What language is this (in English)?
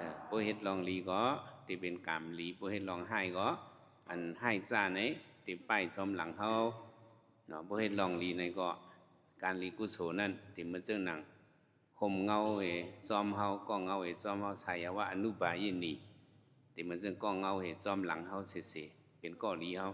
Shan